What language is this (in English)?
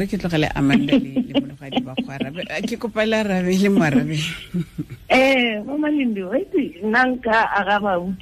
Tswana